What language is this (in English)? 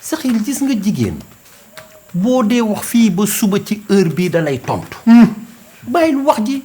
Wolof